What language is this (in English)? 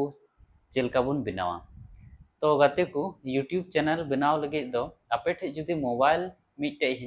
Santali